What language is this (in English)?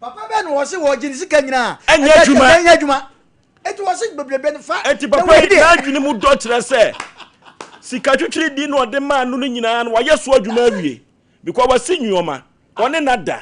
Akan